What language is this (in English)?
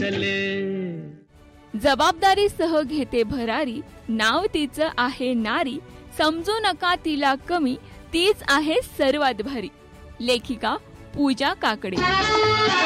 Marathi